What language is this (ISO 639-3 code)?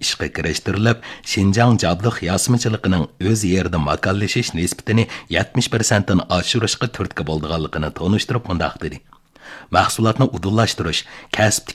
uig